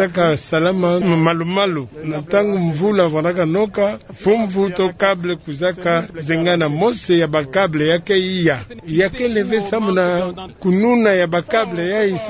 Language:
Kituba (Democratic Republic of Congo)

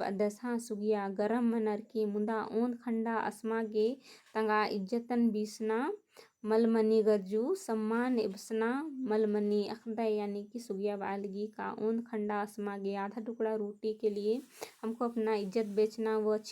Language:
Kurukh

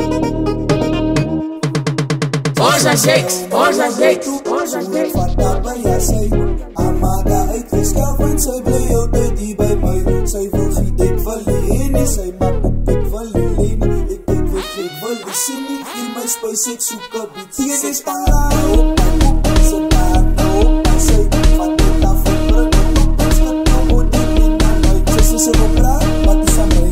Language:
Afrikaans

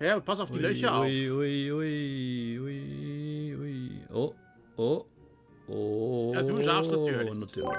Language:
Swiss German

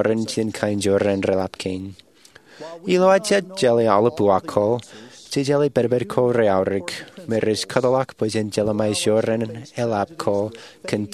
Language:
Marshallese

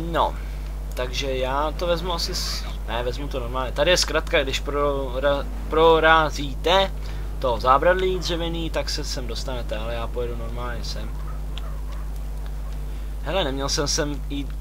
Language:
Czech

